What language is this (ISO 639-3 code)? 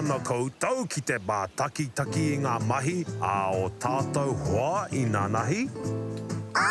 mri